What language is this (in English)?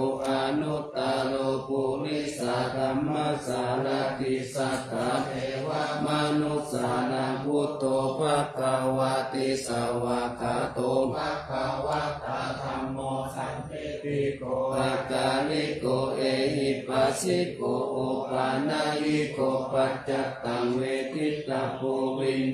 Pali